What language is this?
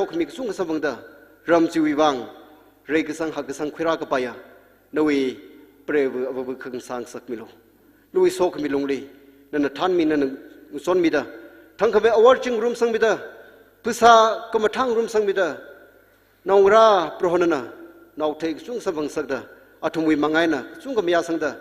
Tangkhul Naga (India)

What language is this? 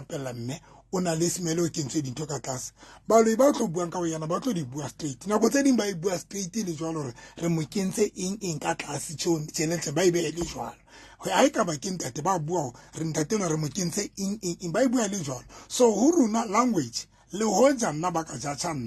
Southern Sotho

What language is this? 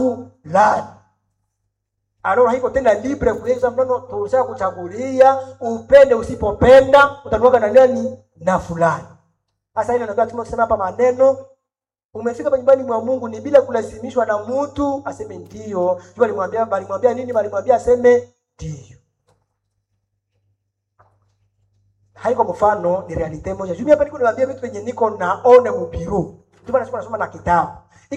Swahili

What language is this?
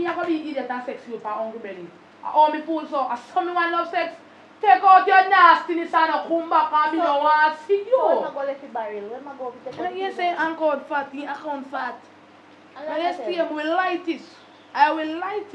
Jamaican Creole English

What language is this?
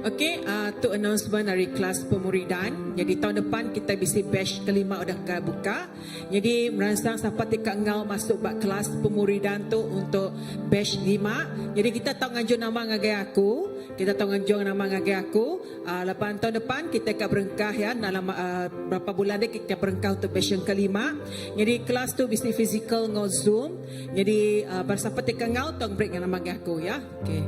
Iban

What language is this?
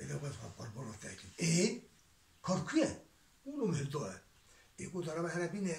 Kurdish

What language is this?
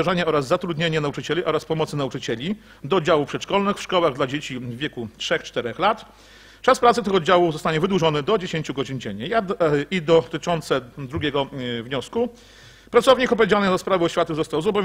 Polish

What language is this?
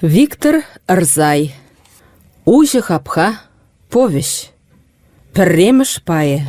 Chuvash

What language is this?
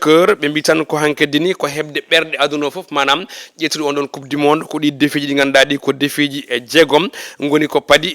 Fula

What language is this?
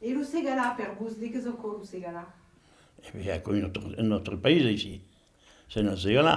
Occitan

